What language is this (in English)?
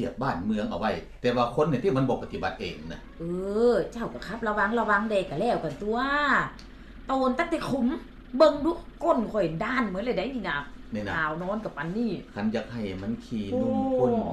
Lao